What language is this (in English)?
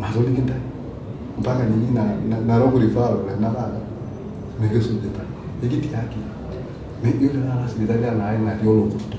Masai